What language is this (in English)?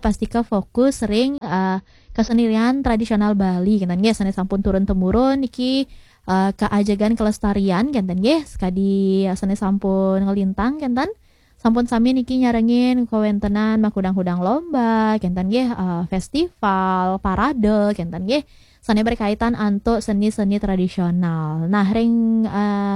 Balinese